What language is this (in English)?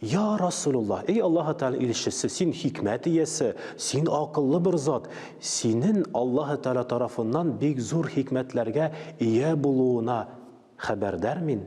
Tatar